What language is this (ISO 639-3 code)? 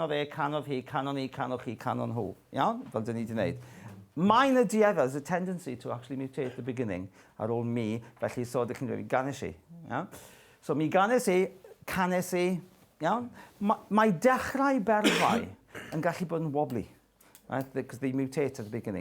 cym